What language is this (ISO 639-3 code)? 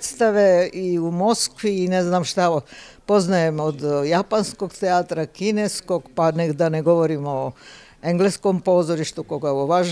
srp